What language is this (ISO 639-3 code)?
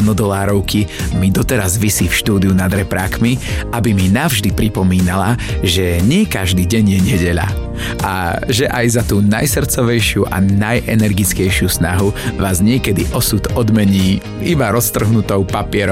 slk